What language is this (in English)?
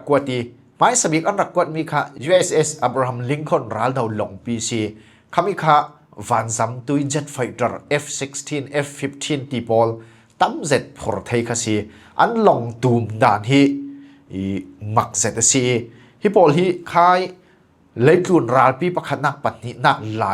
Falam Chin